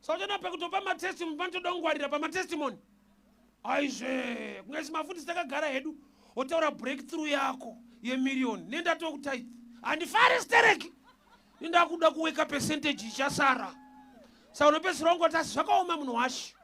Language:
Shona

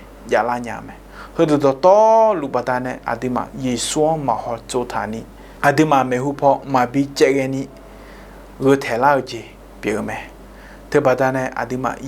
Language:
Akha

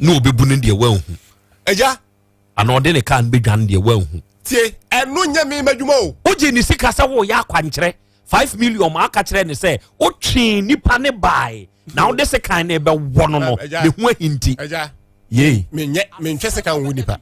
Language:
Akan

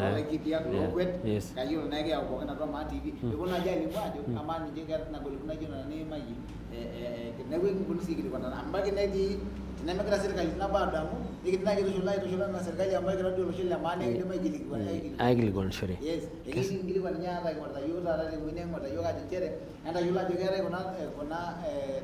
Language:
Masai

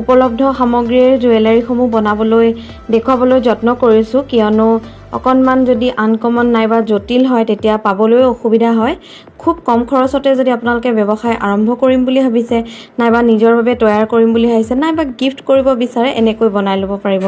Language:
Assamese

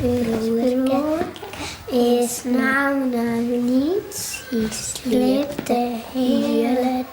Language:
Western Frisian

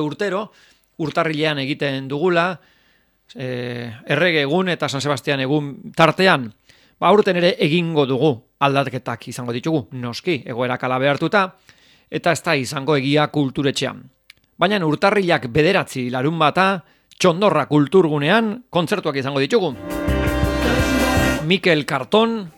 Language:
Basque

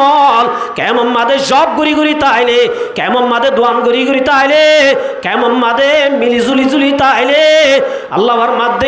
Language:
Rohingya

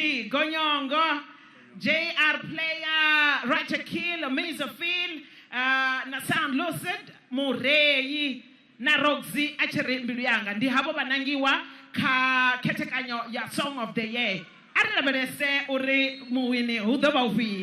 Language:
Venda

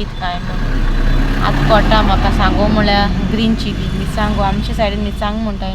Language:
Konkani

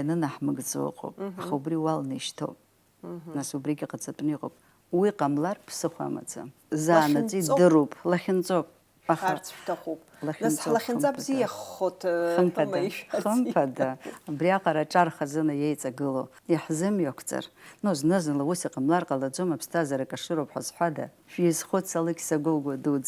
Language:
Abkhazian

